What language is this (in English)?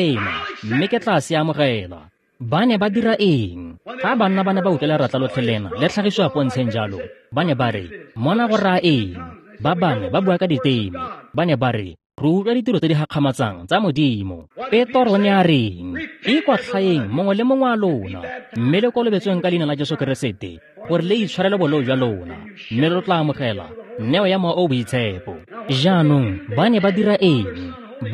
Tswana